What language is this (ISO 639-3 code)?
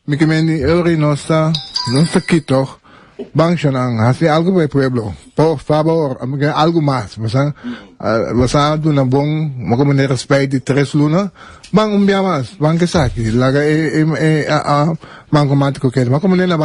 pap